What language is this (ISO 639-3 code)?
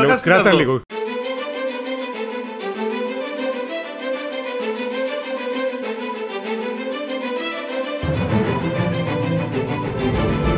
ell